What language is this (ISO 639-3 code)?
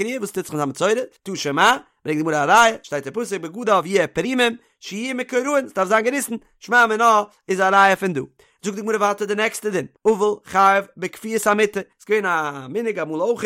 yid